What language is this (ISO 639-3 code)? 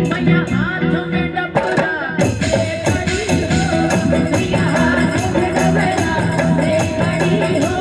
hne